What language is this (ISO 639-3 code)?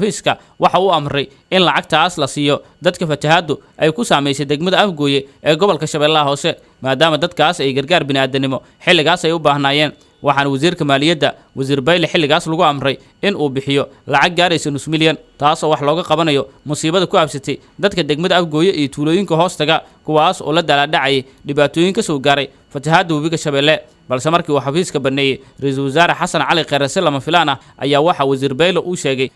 som